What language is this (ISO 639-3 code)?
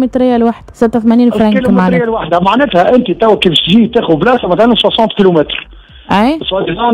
aeb